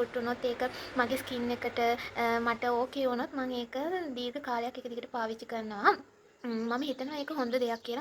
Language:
Sinhala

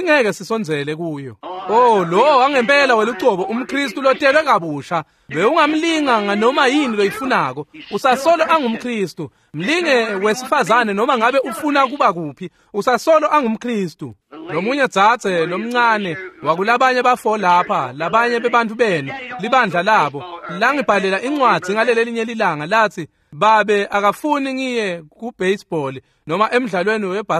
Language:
Swati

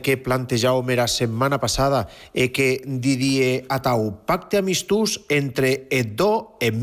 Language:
Catalan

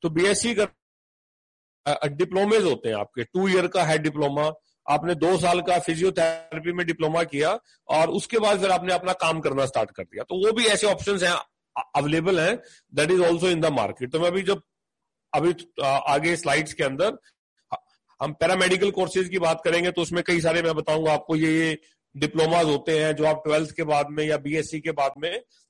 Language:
Hindi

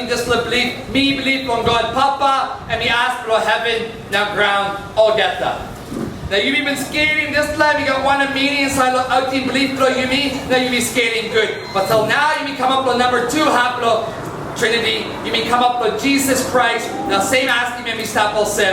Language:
Tok Pisin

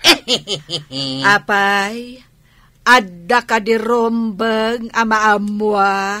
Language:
Iloko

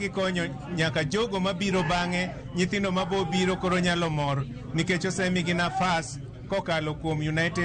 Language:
Luo (Kenya and Tanzania)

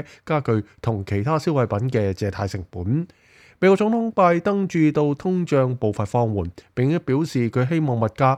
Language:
Cantonese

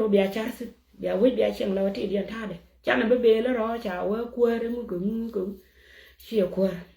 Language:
Nuer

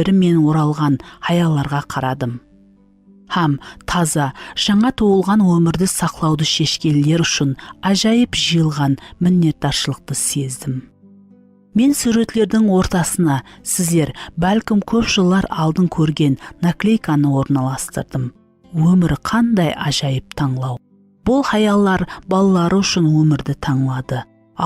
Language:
Kara-Kalpak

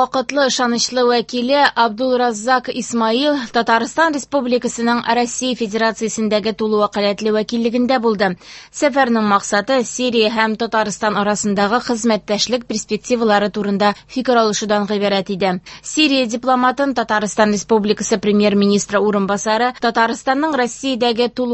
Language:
Tatar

